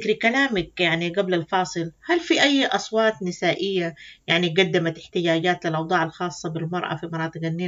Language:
Sudanese Arabic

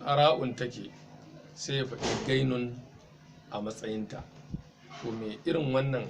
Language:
Hausa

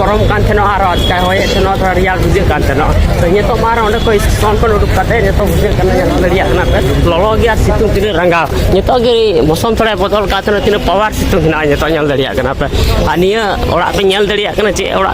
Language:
Santali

